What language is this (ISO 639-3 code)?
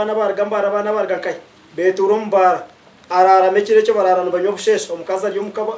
nyn